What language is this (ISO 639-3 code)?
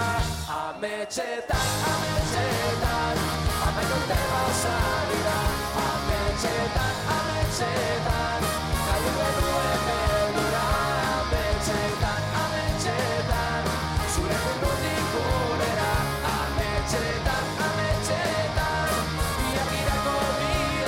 eus